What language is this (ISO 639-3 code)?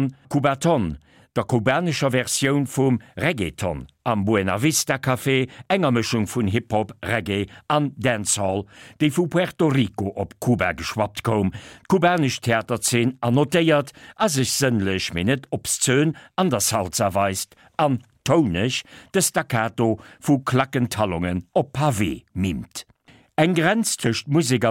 ltz